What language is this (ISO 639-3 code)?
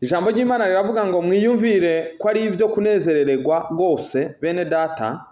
run